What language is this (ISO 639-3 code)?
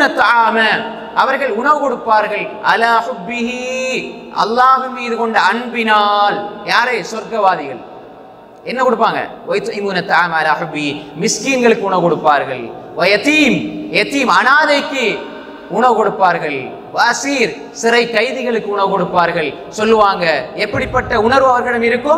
tam